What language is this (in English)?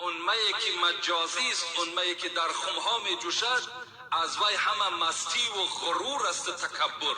Tajik